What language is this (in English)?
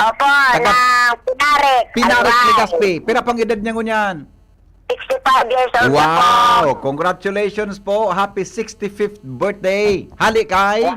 Bikol